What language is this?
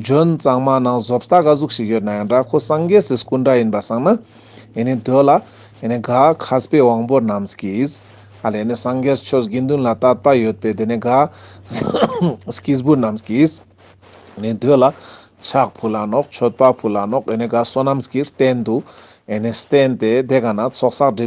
Ladakhi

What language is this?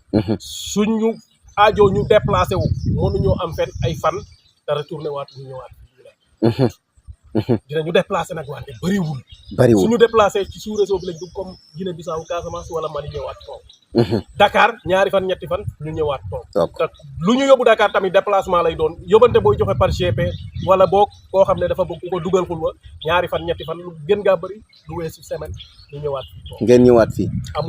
Wolof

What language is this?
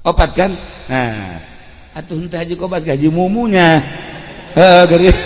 Sundanese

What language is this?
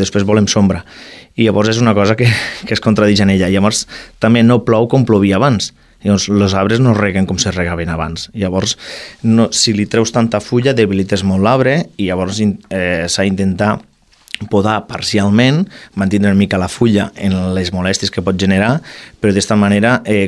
Catalan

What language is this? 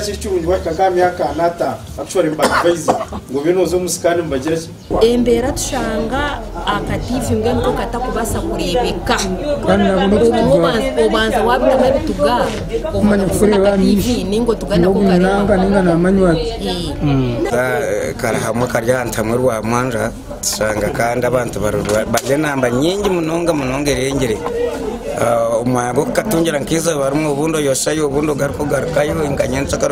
Nyankole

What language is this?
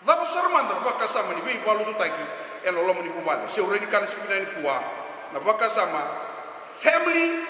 Fijian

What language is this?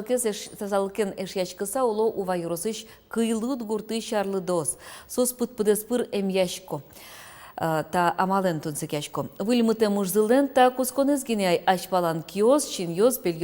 Udmurt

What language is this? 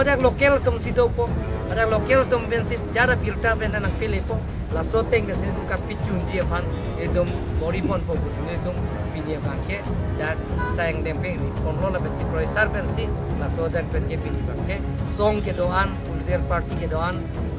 Karbi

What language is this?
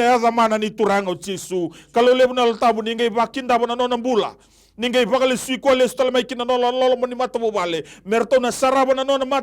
Fijian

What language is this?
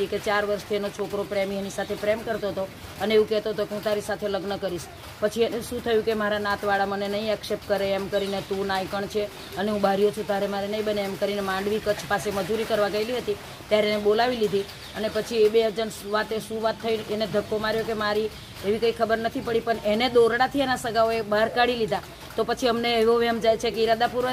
Gujarati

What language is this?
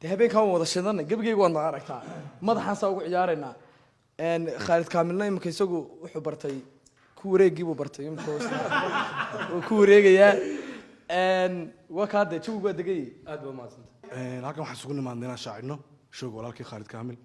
Somali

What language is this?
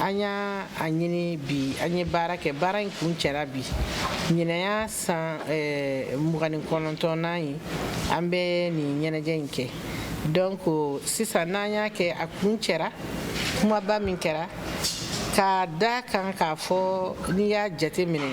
Bambara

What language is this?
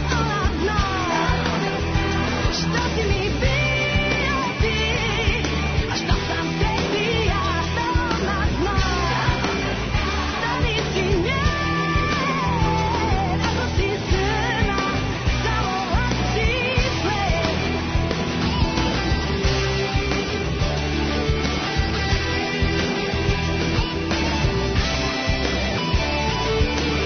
Serbian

